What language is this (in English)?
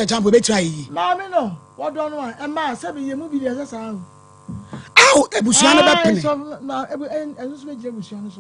Akan